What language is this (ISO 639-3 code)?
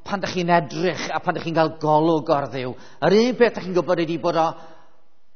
cym